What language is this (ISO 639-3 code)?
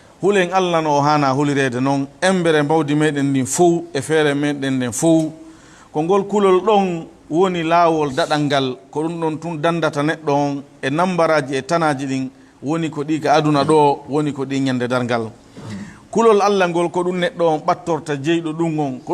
ful